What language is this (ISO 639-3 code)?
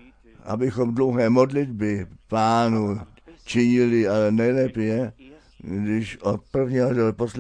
ces